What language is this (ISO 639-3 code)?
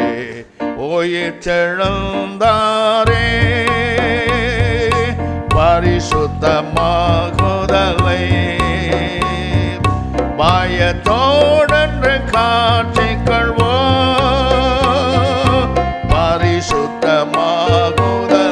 tam